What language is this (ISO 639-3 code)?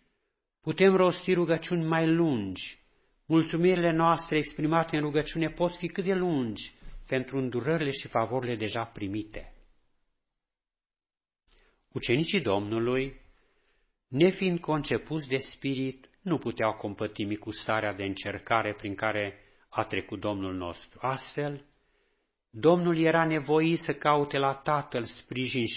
ron